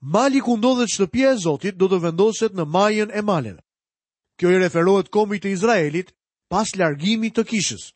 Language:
Albanian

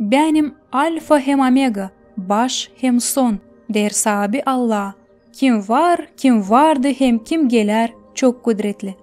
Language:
Gagauz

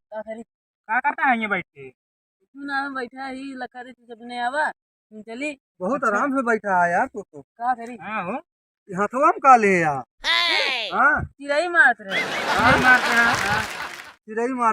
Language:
Awadhi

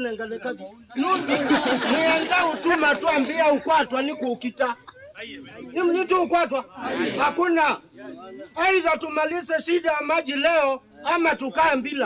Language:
Kamba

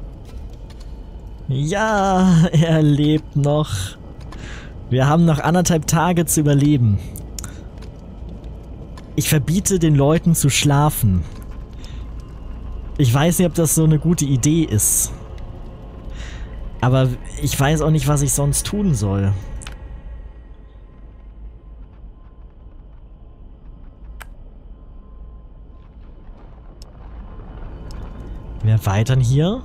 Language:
German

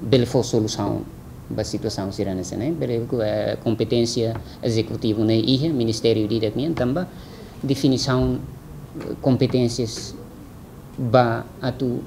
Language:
Tetum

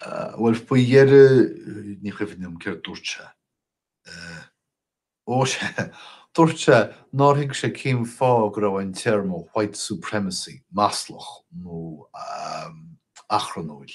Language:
Irish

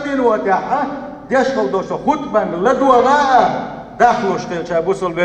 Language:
Chechen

